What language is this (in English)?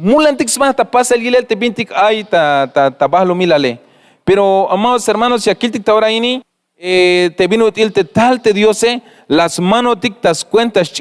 Tzeltal